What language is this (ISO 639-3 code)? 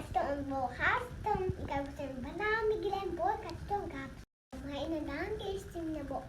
tgk